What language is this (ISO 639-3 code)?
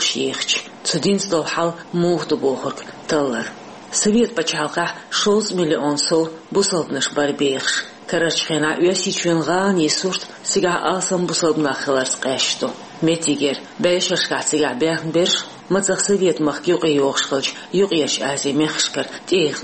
che